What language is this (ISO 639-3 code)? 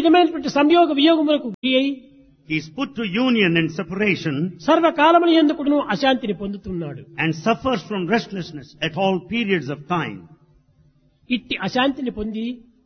tel